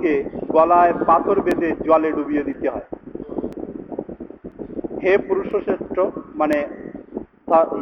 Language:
Bangla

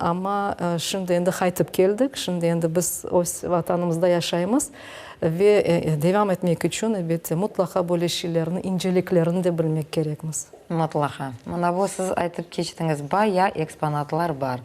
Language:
Crimean Tatar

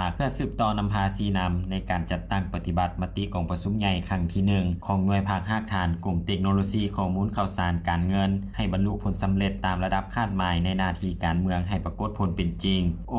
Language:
Lao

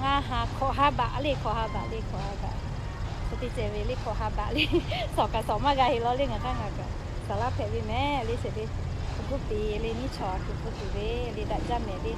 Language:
Lahu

